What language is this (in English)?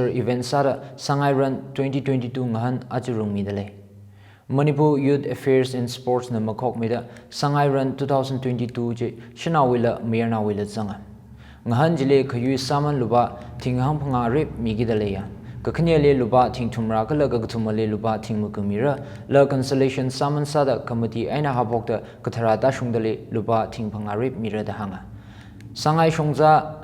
Tangkhul Naga (India)